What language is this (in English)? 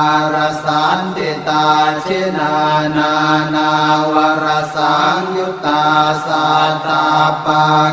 Pali